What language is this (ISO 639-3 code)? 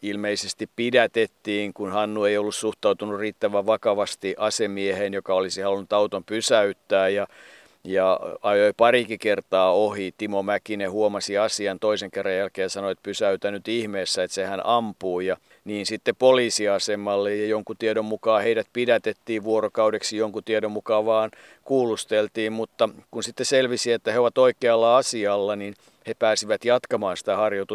fin